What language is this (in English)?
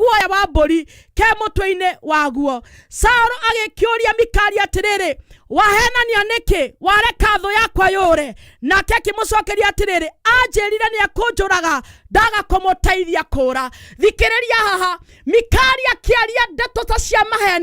Kikuyu